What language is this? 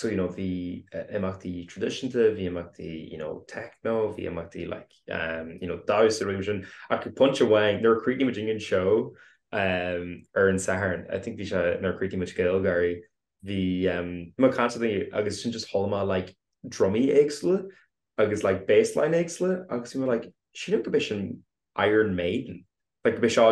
Irish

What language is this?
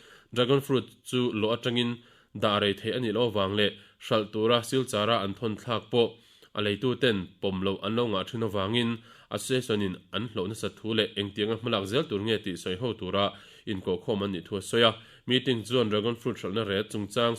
Mizo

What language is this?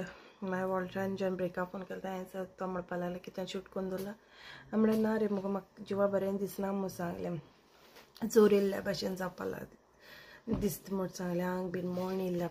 Konkani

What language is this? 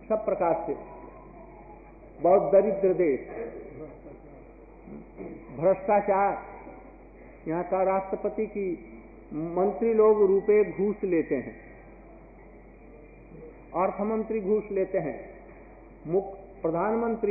Hindi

